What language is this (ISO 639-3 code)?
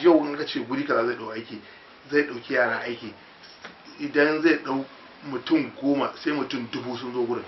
hau